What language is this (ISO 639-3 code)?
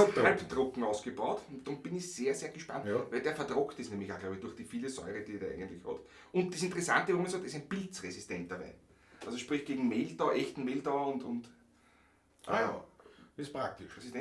bar